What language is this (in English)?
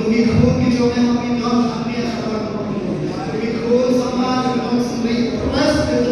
Khasi